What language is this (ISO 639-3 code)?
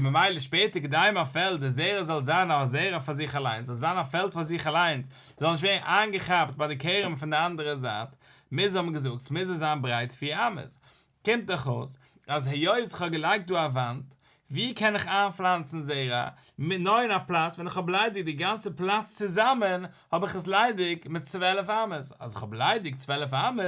yid